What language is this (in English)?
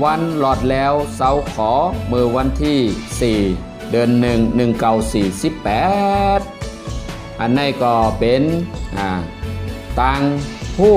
Shan